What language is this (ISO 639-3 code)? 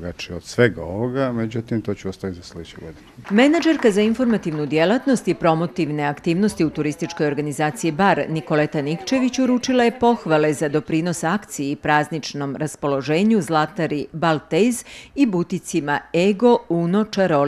hrv